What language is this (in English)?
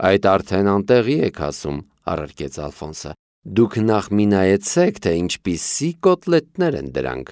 Armenian